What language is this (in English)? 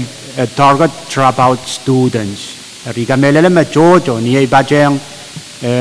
Pohnpeian